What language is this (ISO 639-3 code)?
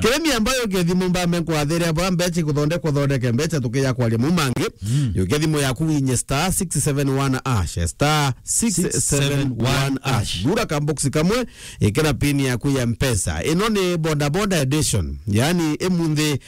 mer